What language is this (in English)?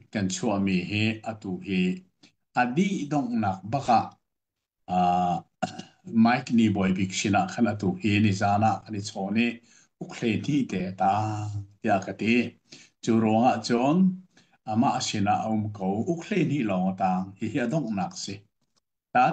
Hakha Chin